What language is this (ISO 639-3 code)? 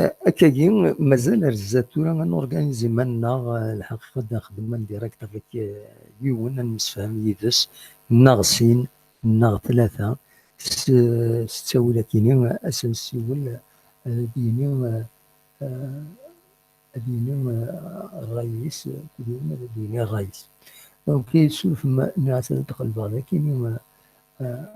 kab